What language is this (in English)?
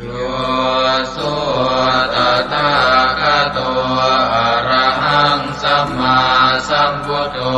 Pali